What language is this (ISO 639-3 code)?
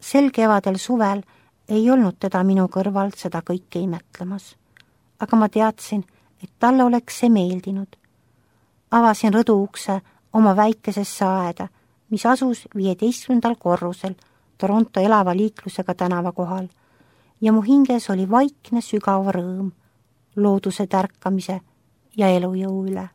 est